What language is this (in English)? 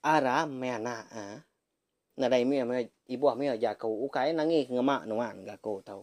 Iban